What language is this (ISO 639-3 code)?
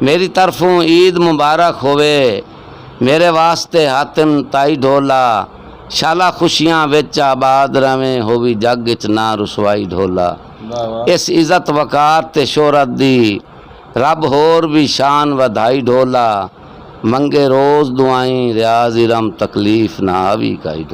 skr